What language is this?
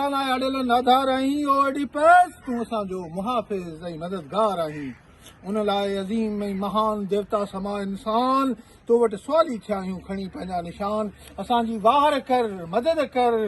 Sindhi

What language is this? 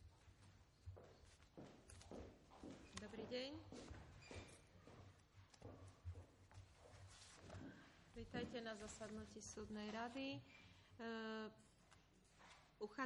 Slovak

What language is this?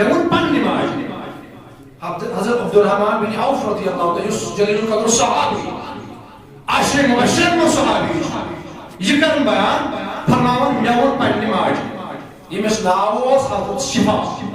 Kashmiri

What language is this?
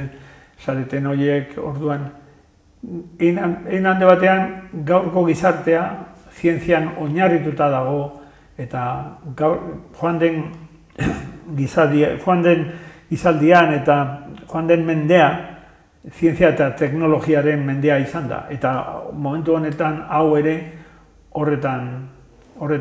Basque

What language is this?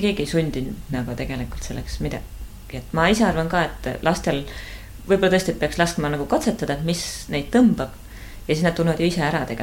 Estonian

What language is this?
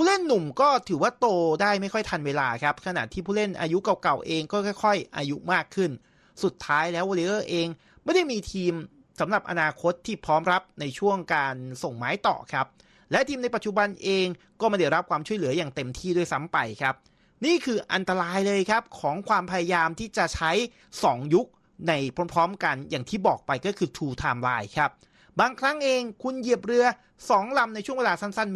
Thai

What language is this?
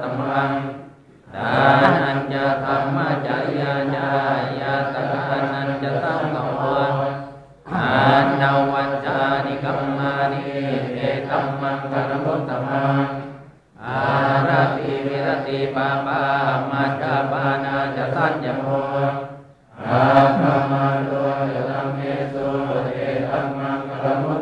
Pali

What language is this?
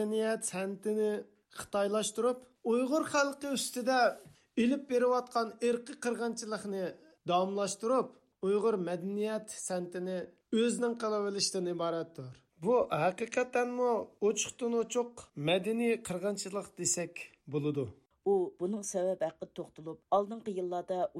Uyghur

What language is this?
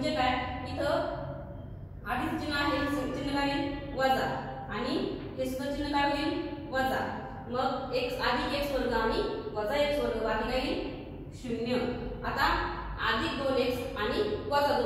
Marathi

